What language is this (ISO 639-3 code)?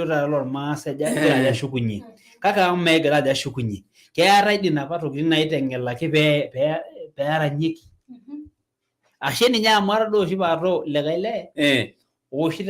mas